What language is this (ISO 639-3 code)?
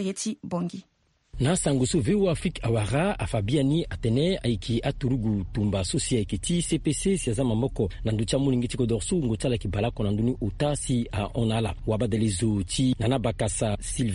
sag